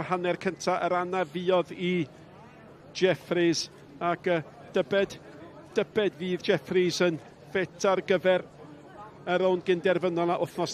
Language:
Welsh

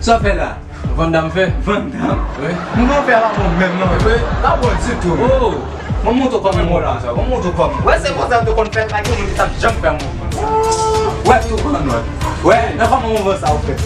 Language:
Haitian Creole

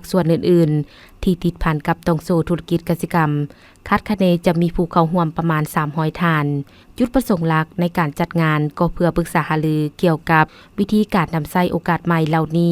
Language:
Lao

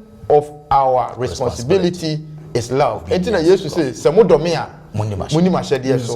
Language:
Akan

